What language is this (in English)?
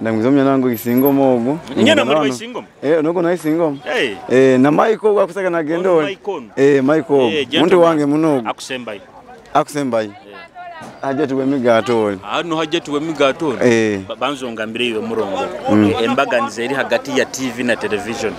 Nyoro